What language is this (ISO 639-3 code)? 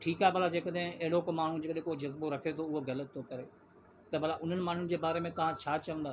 snd